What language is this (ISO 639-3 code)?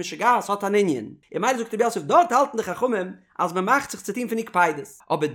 yid